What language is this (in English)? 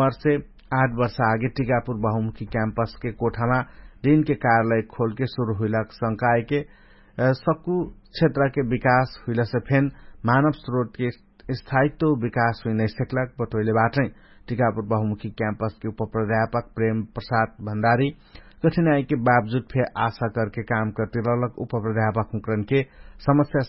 Dangaura Tharu